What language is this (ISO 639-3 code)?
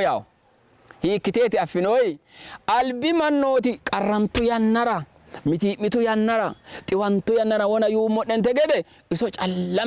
sid